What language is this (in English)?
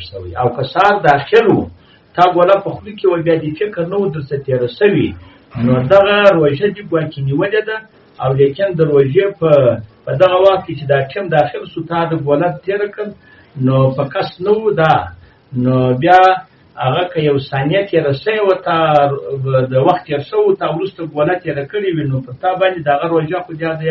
Pashto